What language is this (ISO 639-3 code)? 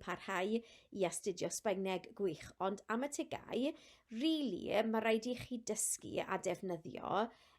cym